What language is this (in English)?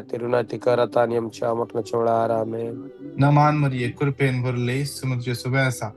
Konkani